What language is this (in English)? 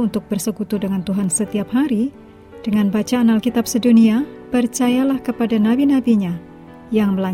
Indonesian